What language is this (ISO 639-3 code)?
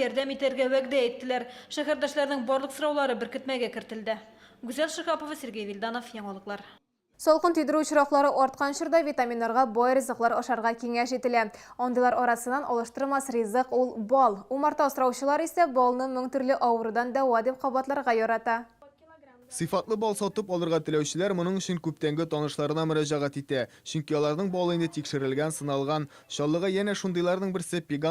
tat